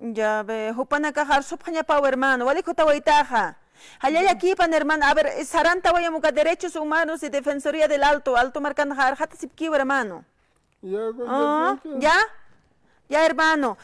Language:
Aymara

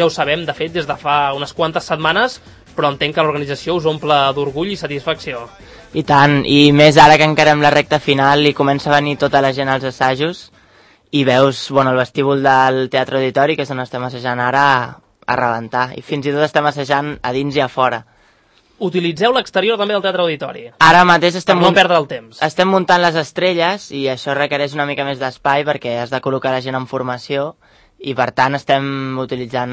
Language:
Catalan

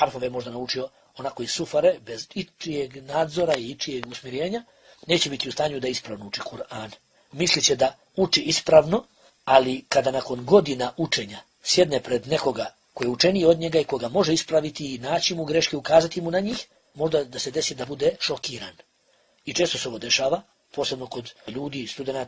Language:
Bosnian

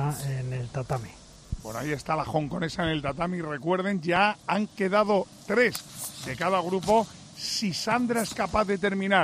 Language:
Spanish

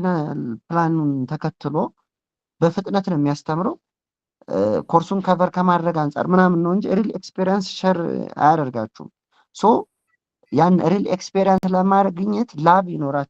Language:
Amharic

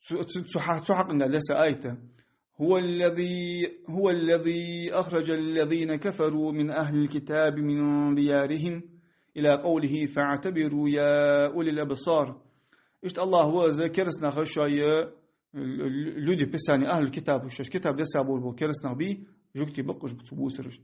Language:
Ingush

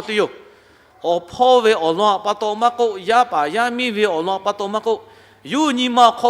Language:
Lahu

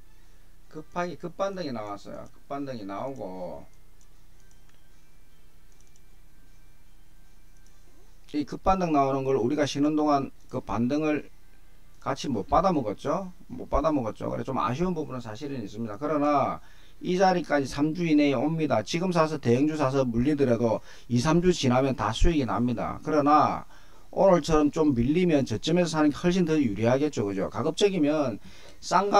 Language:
Korean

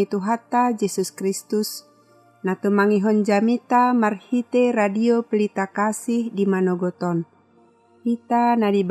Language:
Batak Toba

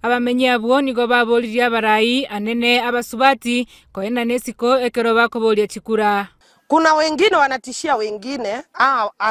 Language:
Gusii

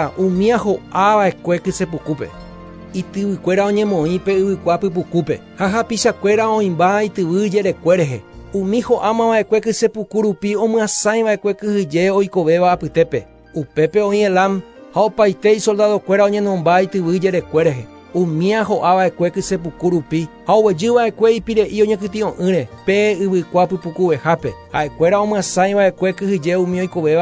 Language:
Guarani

